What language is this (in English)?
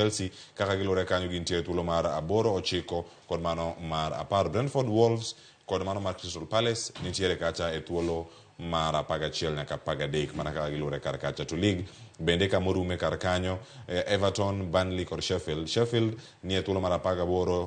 Luo (Kenya and Tanzania)